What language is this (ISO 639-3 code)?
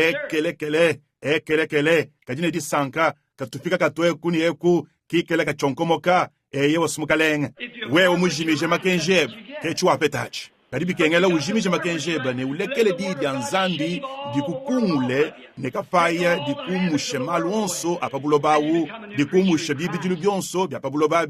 lua